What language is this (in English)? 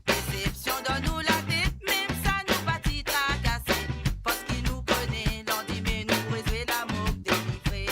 Morisyen